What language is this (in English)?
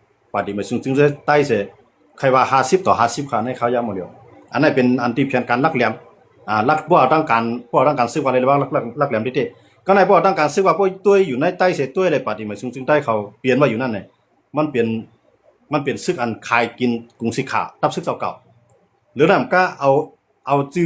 Shan